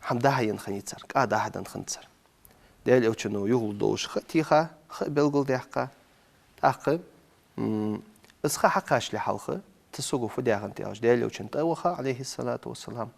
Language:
Ingush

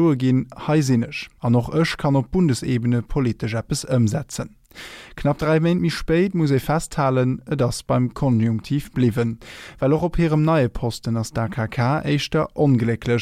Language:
Luxembourgish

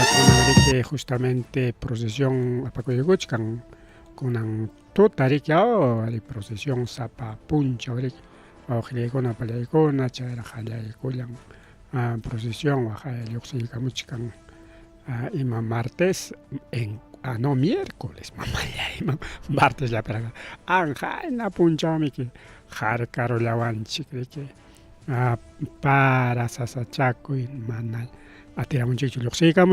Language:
Ayacucho Quechua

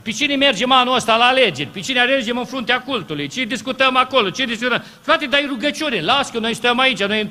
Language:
Romanian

